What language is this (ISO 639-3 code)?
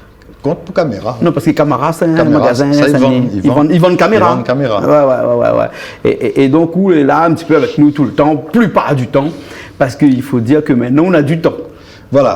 rcf